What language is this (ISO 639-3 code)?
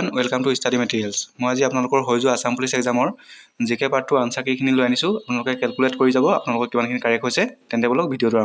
asm